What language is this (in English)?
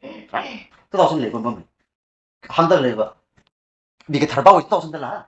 Tangkhul Naga (India)